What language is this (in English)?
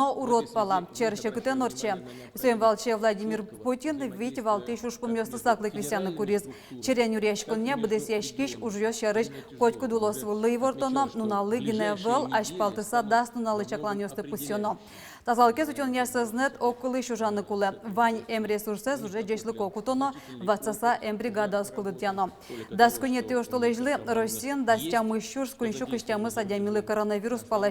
Udmurt